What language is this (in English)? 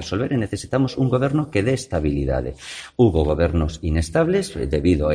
Galician